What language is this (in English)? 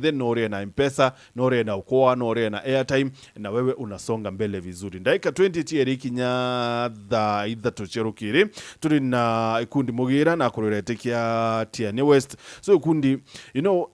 Meru